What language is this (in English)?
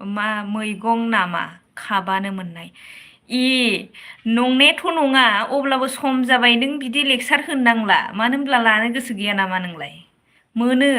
Bodo